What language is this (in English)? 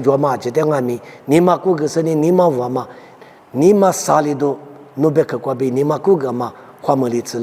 Lisu